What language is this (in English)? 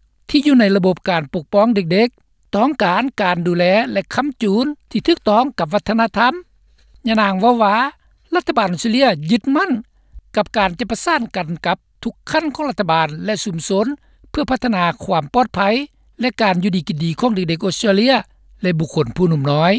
Lao